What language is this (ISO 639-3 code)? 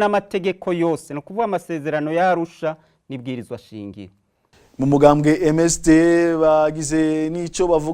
run